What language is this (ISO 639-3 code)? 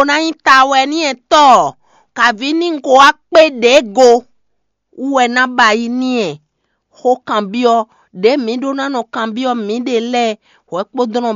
fon